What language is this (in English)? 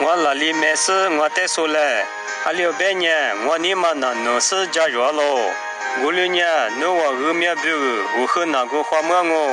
Lisu